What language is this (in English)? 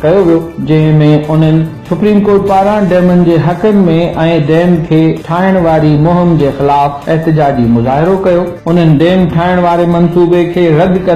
Sindhi